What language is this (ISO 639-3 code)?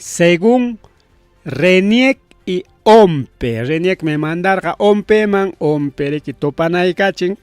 quy